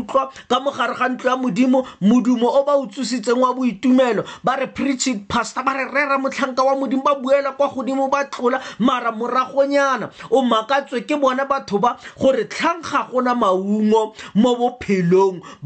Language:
Tswana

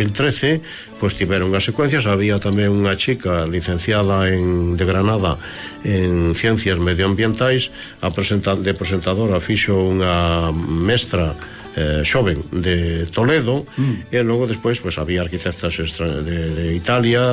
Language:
Galician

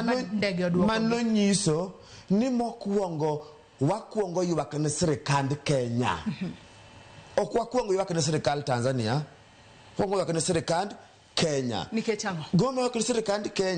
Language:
Luo (Kenya and Tanzania)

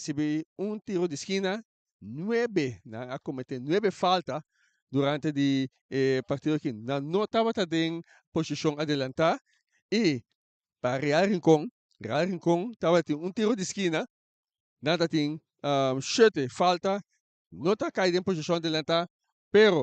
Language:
Papiamento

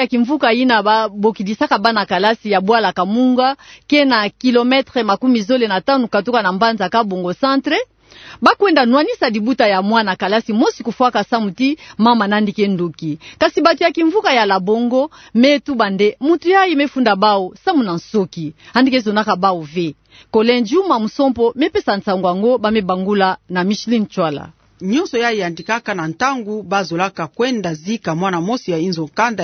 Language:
Kituba (Democratic Republic of Congo)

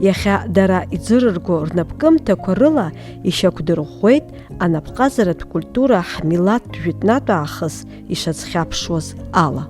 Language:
Abkhazian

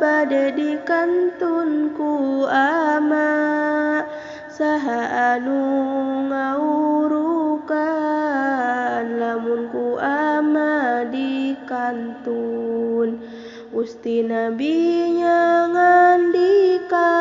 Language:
Sundanese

